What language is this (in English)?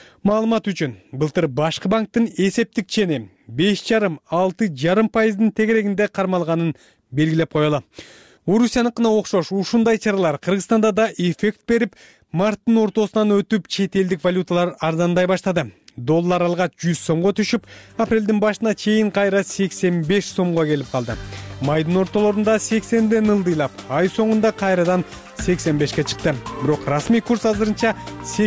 Kyrgyz